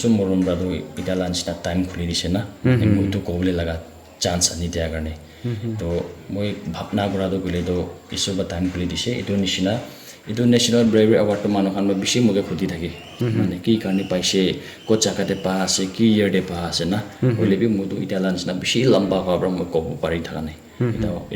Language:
Naga Pidgin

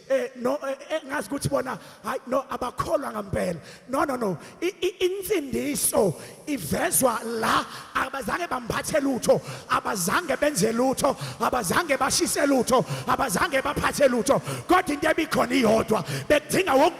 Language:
Zulu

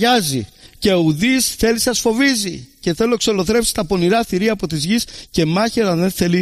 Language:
Greek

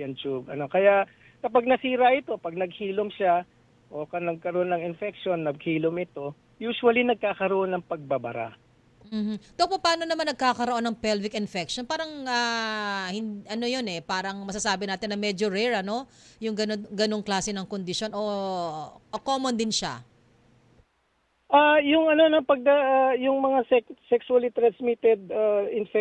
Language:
Filipino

